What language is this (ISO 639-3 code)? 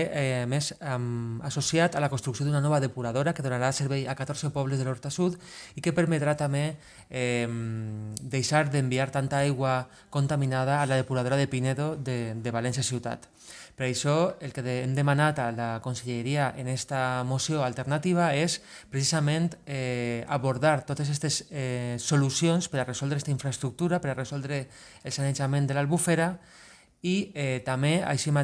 cat